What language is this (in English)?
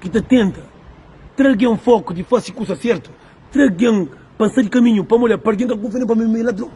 Kabuverdianu